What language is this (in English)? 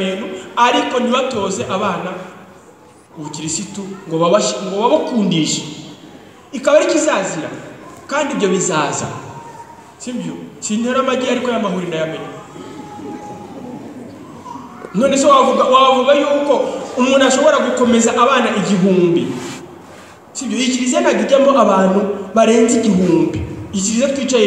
Kinyarwanda